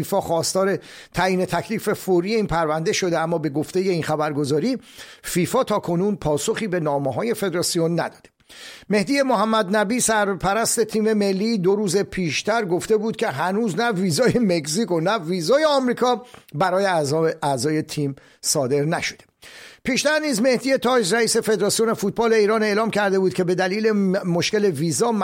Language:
Persian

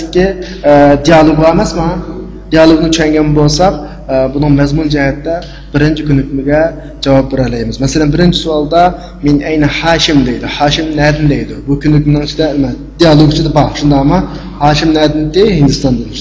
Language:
Uyghur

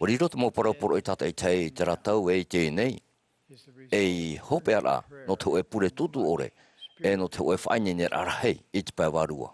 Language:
Tahitian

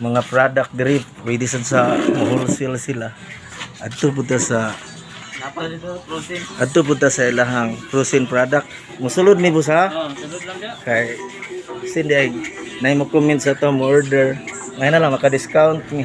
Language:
Cebuano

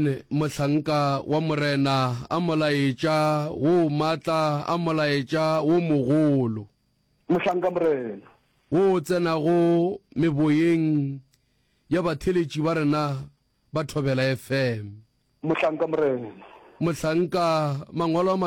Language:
Northern Sotho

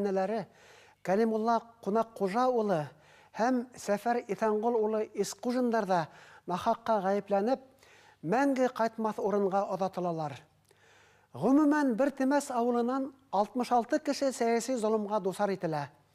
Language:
Bashkir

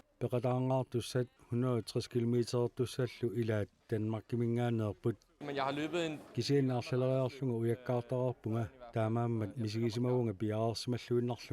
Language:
Kalaallisut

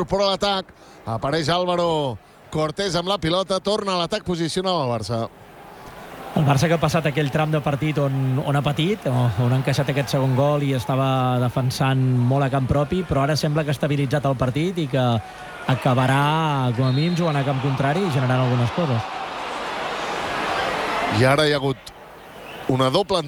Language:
Catalan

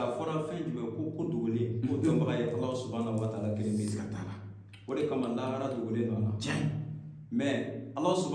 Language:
Bambara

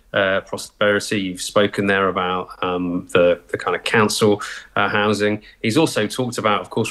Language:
English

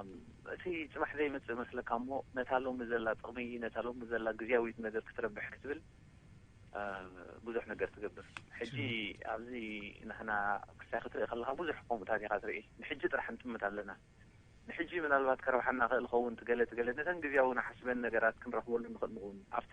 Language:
Tigrinya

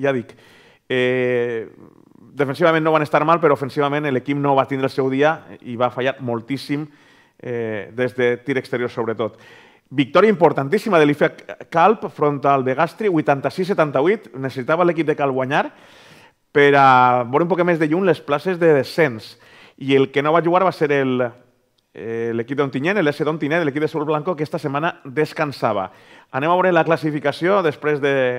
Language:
Catalan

